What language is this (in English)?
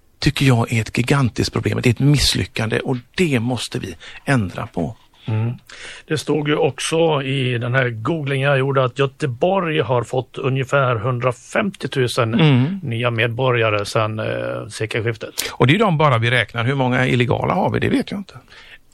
Swedish